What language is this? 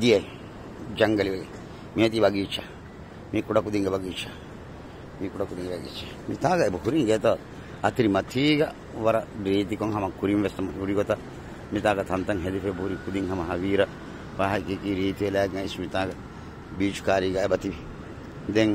Divehi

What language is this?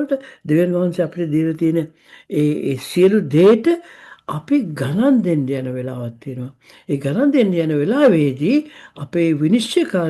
Sinhala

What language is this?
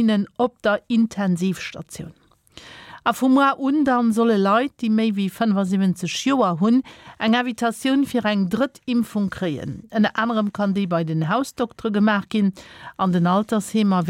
Luxembourgish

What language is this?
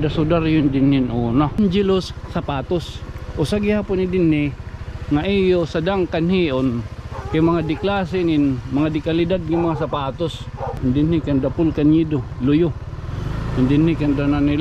Waray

